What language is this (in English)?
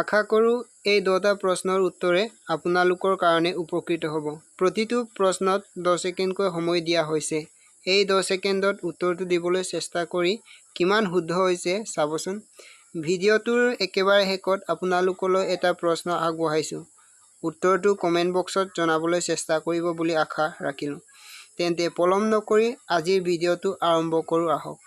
Assamese